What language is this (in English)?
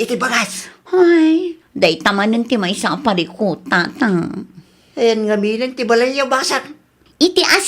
Iloko